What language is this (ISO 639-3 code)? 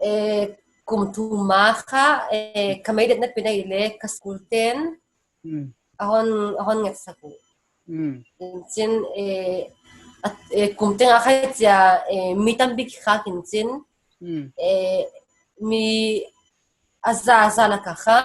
pck